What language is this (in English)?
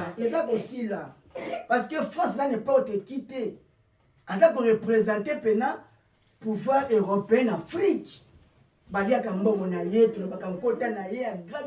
Lingala